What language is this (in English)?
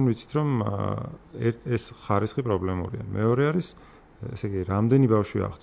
Georgian